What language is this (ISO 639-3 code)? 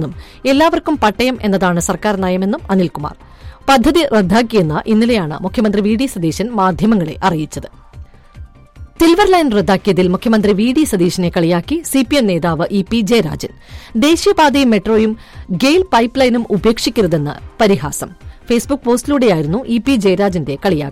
mal